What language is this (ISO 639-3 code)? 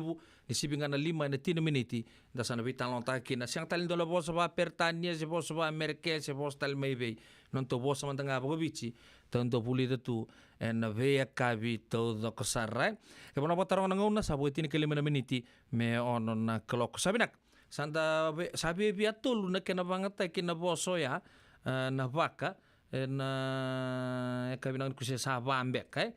fij